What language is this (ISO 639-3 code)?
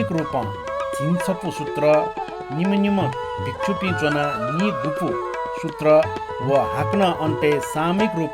new